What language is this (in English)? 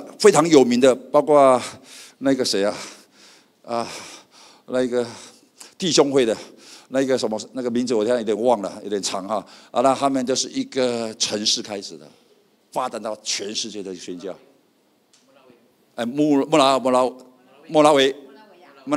Chinese